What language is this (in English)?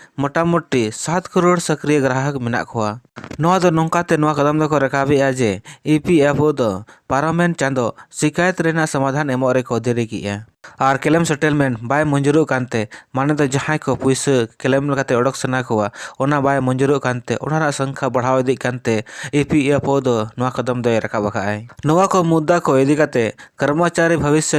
Santali